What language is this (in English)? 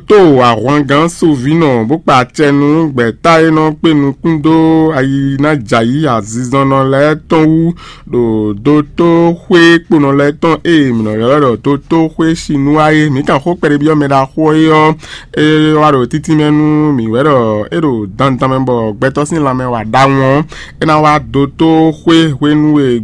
Fon